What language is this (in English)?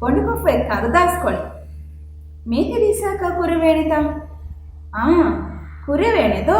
Divehi